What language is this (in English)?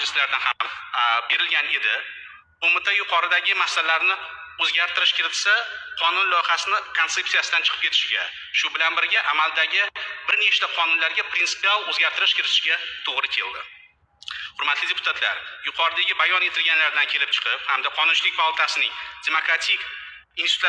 Uzbek